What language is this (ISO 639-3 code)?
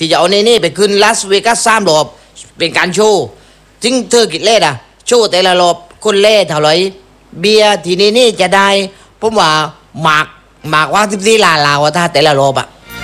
tha